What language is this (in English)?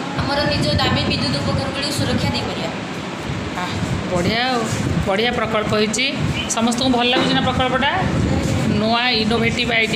Odia